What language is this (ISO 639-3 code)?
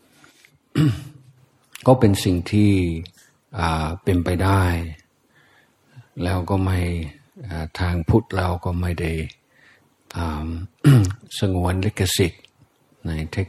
tha